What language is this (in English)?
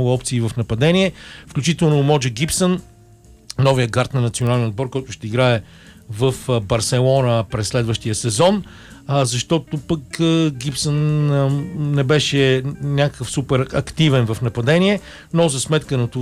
Bulgarian